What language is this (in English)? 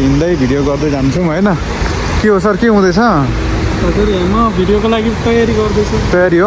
Nepali